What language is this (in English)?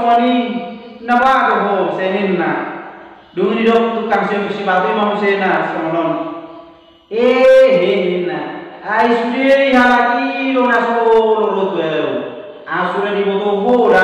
Batak Toba